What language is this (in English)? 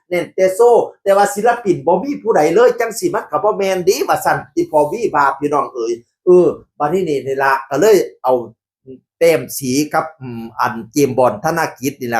Northeastern Thai